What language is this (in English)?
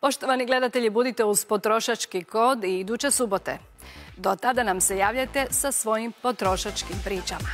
Croatian